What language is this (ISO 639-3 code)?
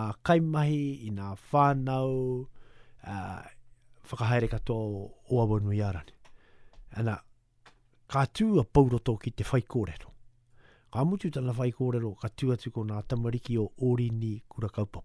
mri